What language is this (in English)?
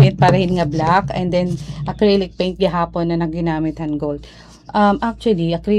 Waray